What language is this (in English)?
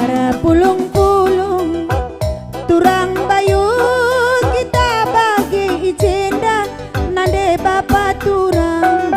Batak Karo